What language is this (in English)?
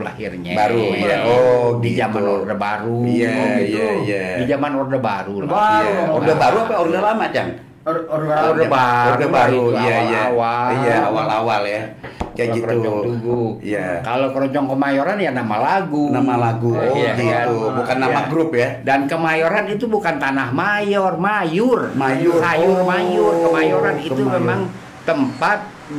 Betawi